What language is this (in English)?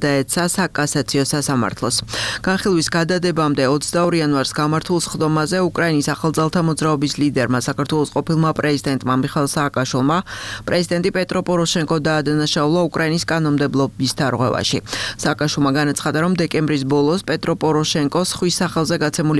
Georgian